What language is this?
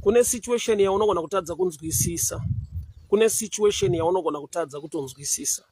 Shona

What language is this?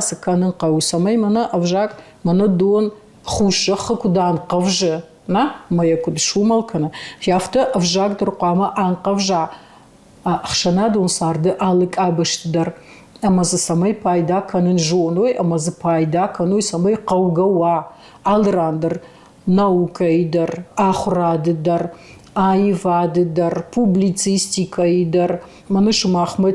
Ossetic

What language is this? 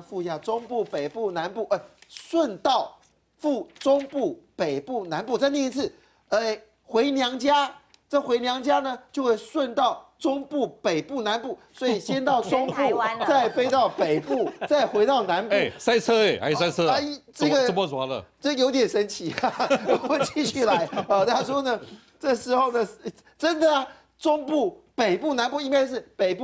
Chinese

